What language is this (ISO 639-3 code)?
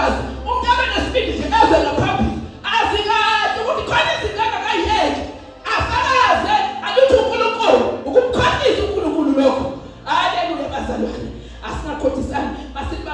zul